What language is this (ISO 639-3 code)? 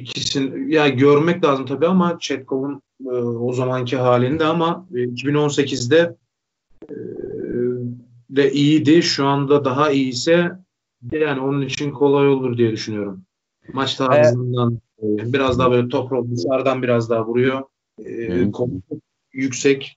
tur